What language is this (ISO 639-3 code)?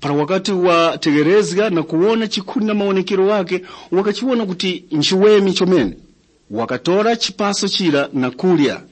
tum